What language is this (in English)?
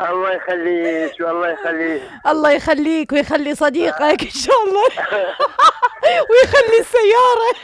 Mesopotamian Arabic